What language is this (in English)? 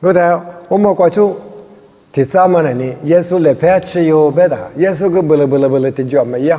Lisu